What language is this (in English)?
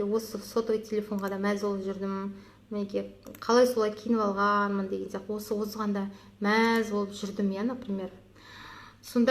Kazakh